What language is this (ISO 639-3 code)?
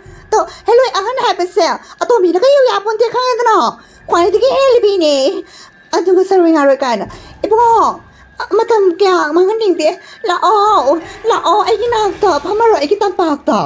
mni